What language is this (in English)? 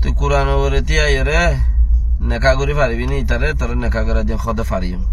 Rohingya